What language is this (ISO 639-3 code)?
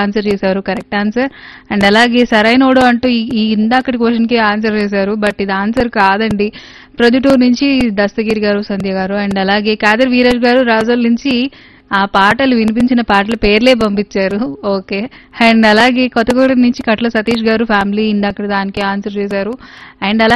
tel